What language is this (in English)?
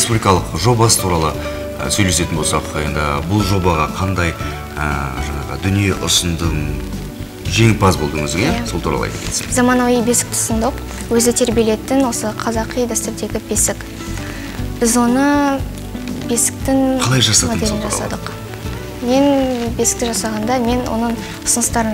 Kazakh